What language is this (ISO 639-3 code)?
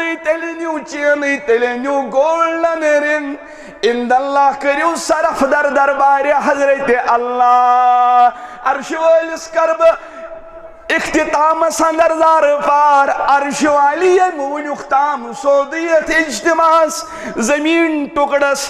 kas